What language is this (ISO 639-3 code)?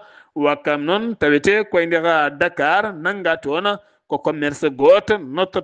ful